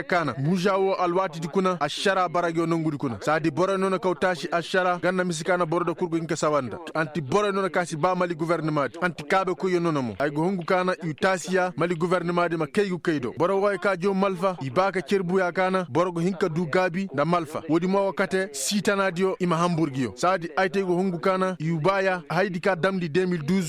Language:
Koyraboro Senni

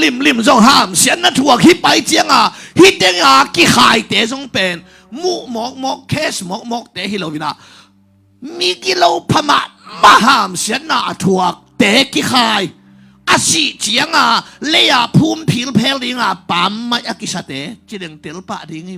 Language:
Tedim Chin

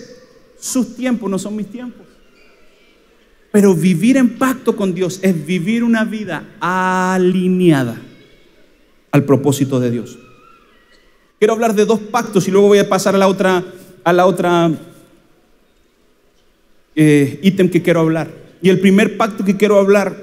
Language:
Spanish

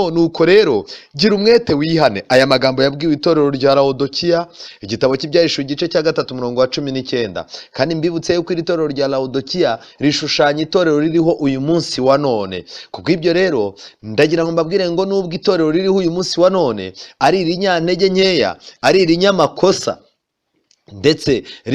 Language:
Kinyarwanda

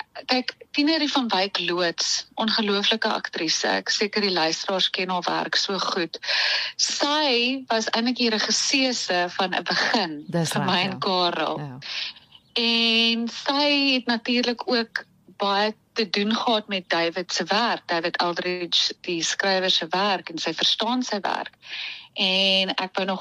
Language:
Afrikaans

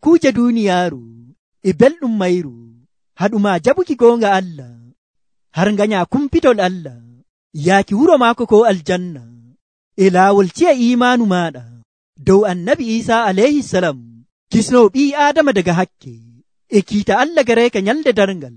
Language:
Nigerian Fulfulde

